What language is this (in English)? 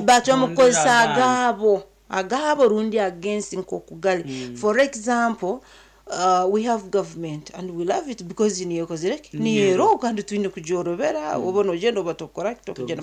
Nyankole